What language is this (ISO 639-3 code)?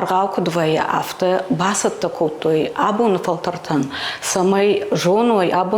oss